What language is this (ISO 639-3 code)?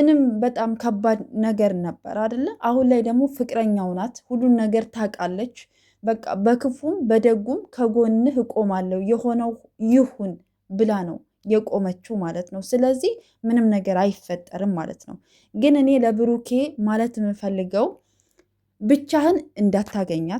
amh